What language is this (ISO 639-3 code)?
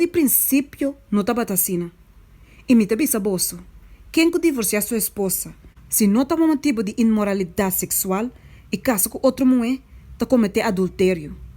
pap